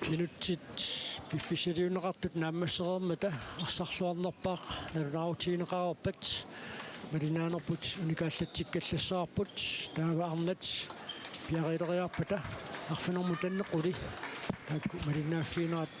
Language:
Kalaallisut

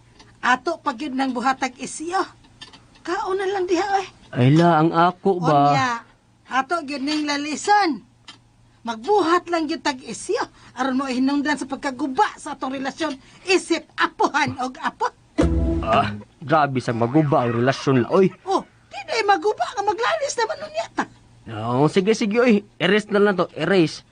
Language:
Cebuano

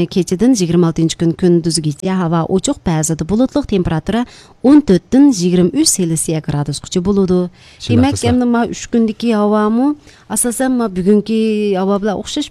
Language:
Uyghur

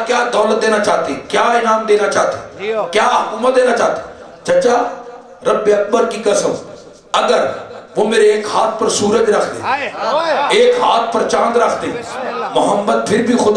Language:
Urdu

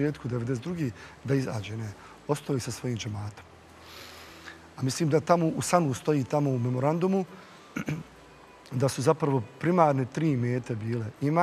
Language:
Bosnian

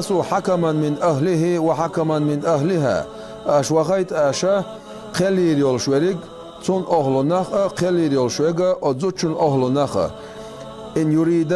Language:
Chechen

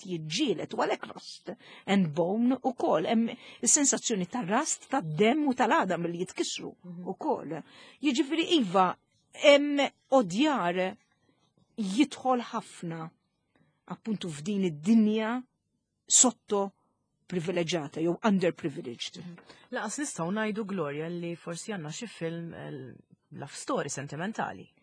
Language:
Maltese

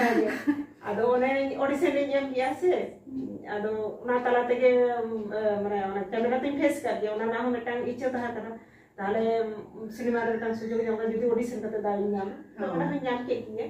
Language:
Santali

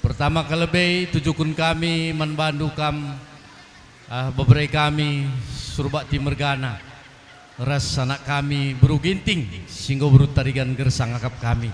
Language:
Batak Karo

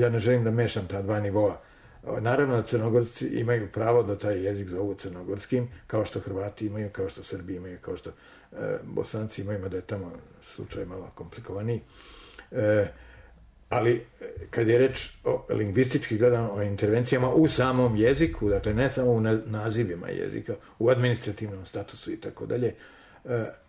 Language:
Serbian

